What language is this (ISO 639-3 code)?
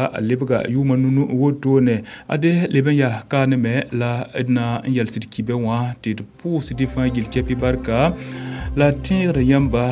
mos